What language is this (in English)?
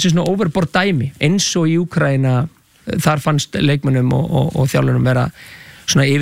Icelandic